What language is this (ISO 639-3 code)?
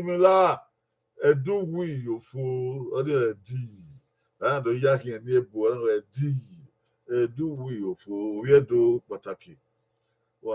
bin